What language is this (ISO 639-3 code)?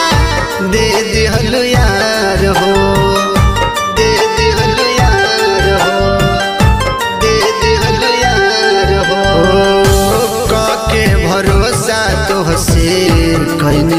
bho